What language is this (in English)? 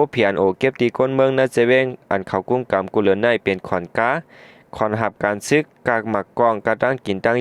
Shan